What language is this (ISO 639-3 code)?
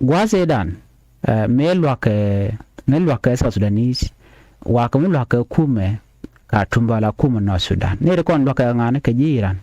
nus